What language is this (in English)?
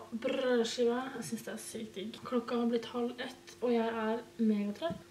Norwegian